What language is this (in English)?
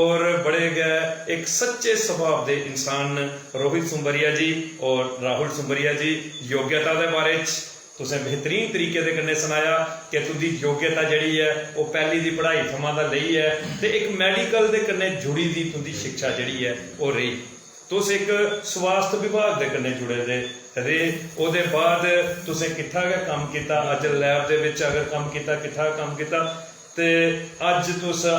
Dogri